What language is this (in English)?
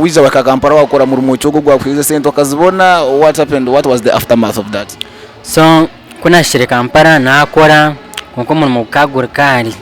Nyankole